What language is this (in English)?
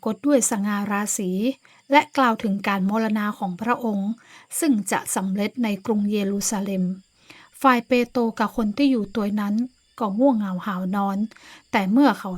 Northern Thai